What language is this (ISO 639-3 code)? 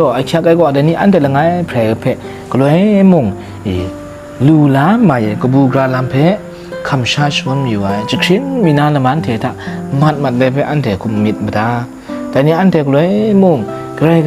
kac